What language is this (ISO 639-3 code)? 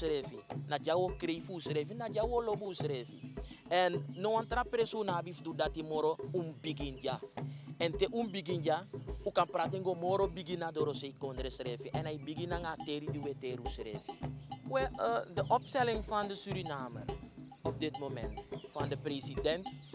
srn